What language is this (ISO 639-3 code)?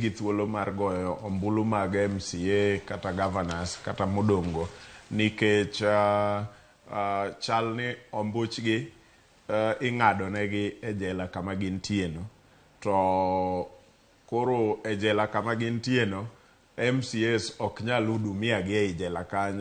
luo